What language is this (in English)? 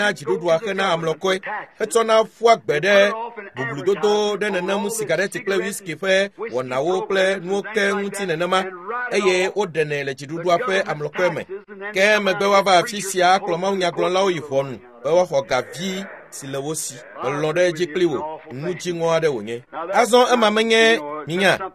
Ewe